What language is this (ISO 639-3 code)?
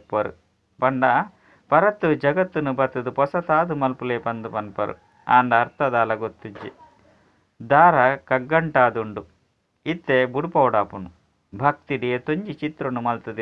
tcy